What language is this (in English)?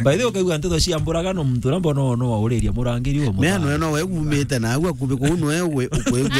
Meru